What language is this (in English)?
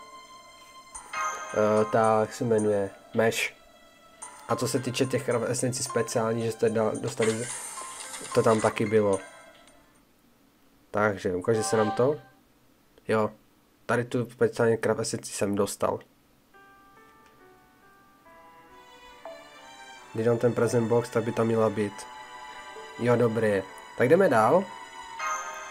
Czech